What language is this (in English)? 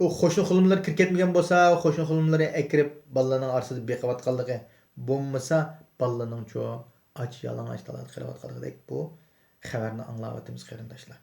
Uyghur